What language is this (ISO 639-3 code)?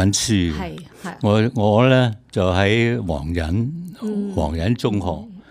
yue